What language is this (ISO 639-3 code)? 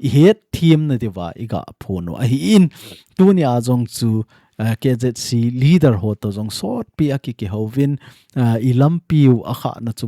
tcz